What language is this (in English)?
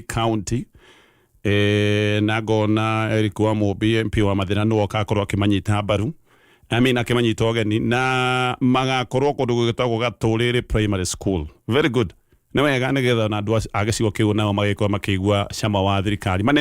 Kikuyu